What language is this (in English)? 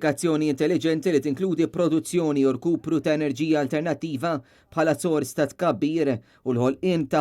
Maltese